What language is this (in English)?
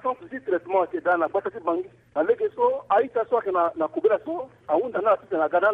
Sango